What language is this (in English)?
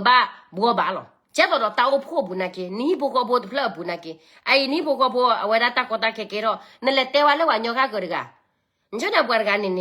S'gaw Karen